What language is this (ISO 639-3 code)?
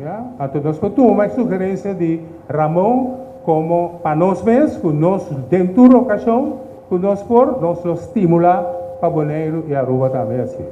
pap